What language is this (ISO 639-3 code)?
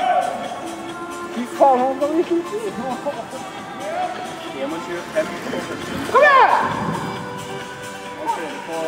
nor